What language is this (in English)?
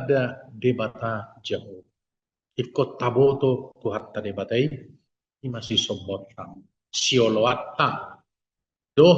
Batak Toba